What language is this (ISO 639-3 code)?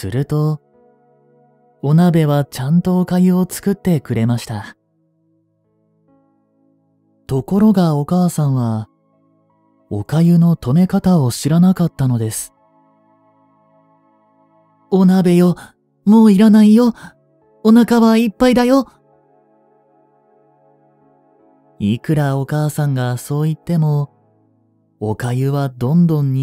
jpn